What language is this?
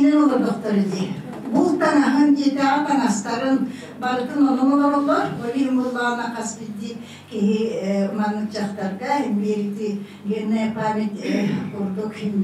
Yakut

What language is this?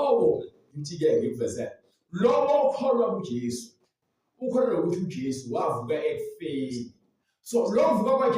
Zulu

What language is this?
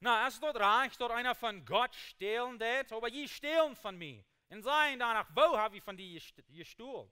Plautdietsch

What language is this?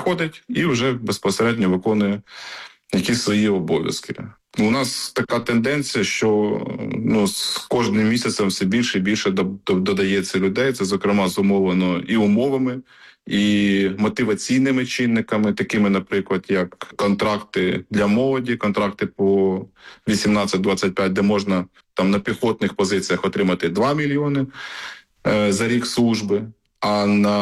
Ukrainian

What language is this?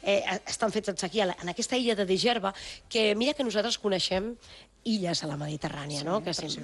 Catalan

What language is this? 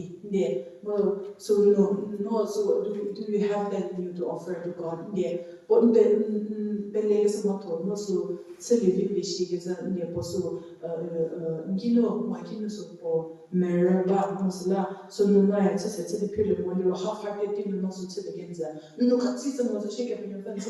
Angami Naga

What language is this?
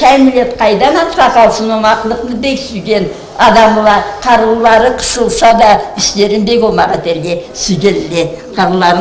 Karachay-Balkar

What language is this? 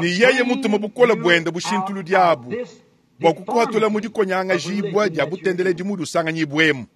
Luba-Lulua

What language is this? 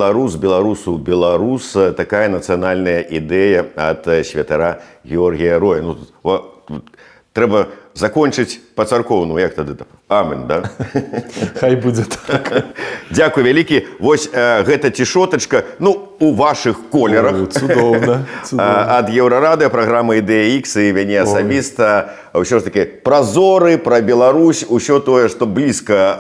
Belarusian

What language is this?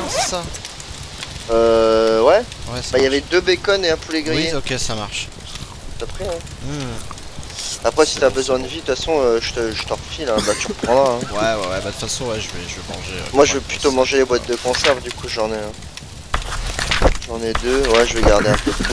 French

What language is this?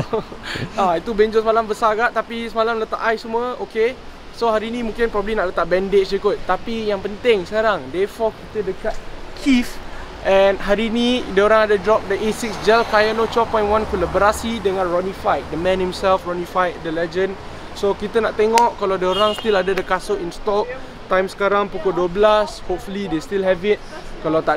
Malay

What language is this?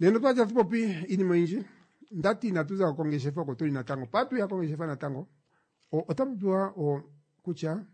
Kuanyama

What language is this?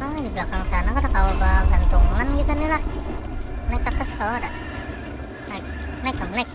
Banjar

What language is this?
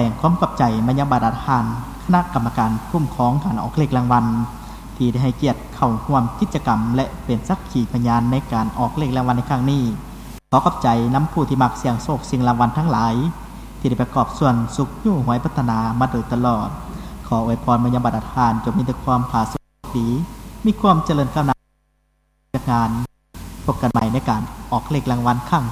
Lao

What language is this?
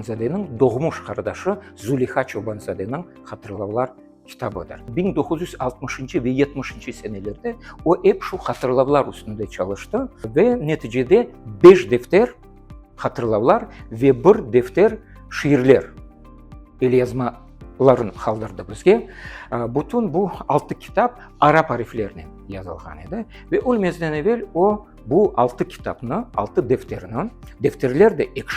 Crimean Tatar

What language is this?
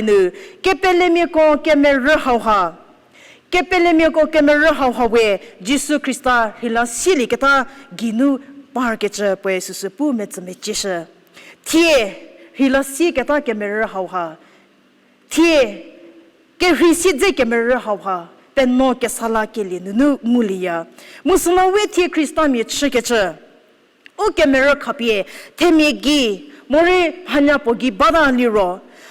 Angami Naga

